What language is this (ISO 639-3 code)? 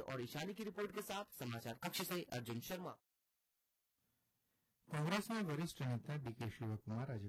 guj